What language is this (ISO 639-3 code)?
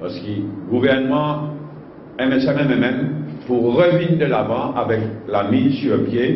mfe